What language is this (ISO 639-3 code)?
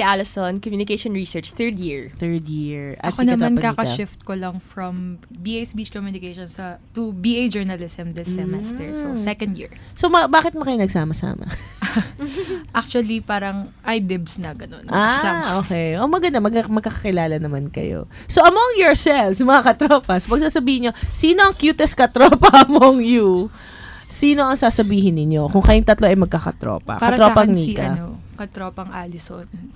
fil